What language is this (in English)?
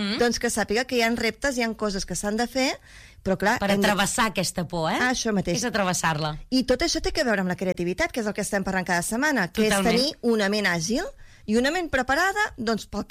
Catalan